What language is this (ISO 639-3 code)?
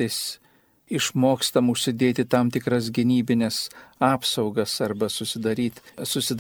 lit